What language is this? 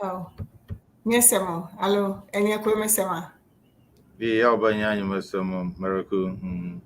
Ewe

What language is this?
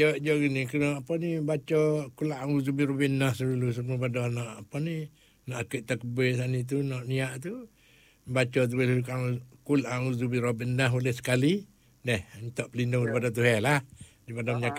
Malay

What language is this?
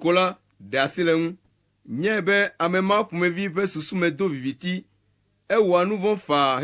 Ewe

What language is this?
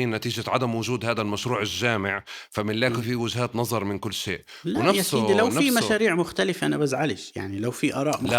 North Levantine Arabic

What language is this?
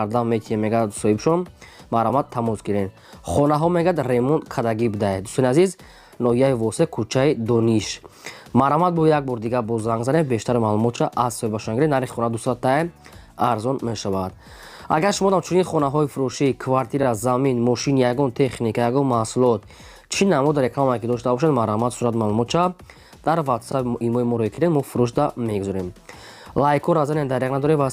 Tajik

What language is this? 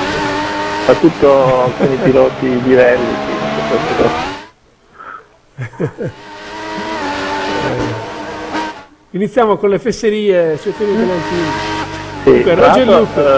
Italian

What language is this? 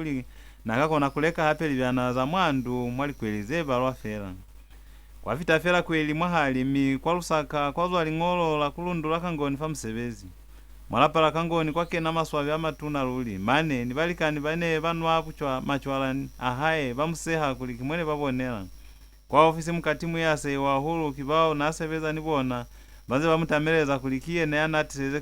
Lozi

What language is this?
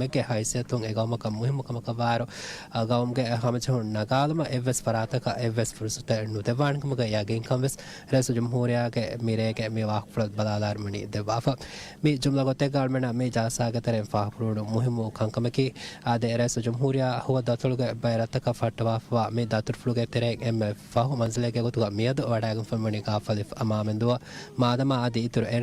Divehi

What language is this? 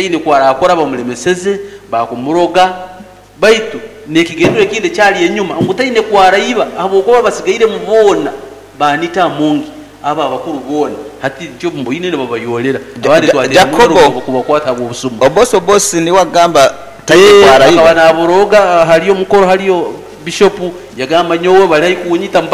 Nyoro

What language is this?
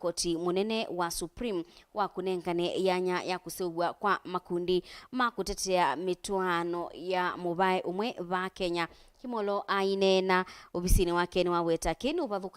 Kamba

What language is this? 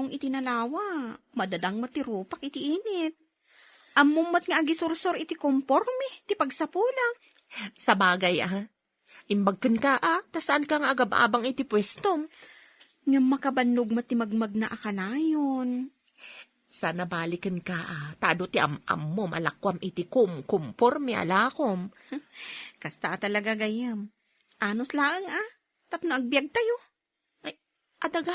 Iloko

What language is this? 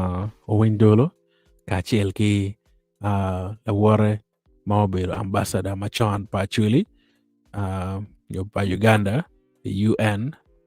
Acoli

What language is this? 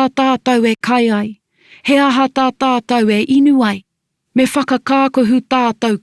Māori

